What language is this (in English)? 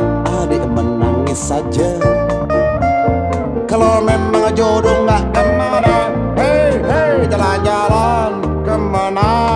Dutch